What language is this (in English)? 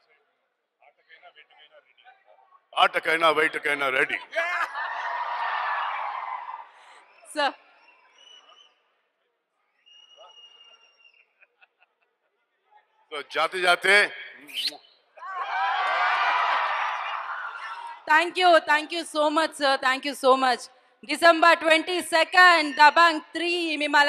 Telugu